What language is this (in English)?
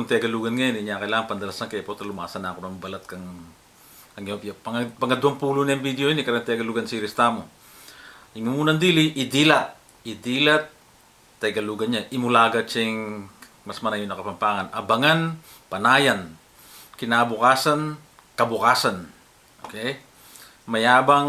Pampanga